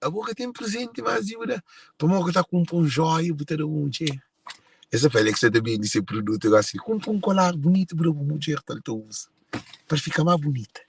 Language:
Kabuverdianu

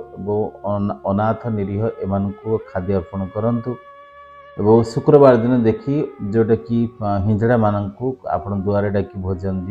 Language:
Odia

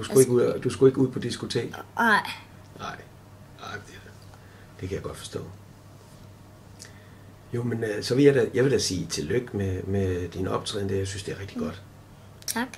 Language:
Danish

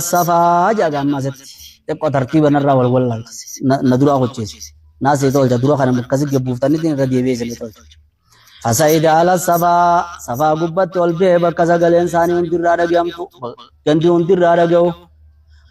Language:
Oromo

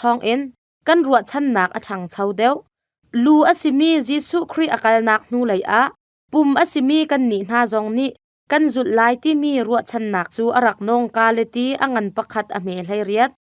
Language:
Hakha Chin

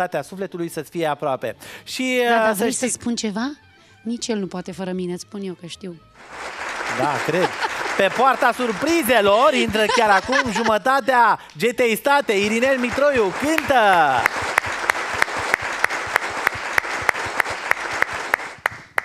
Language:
Romanian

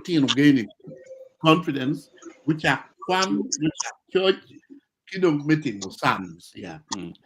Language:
Acoli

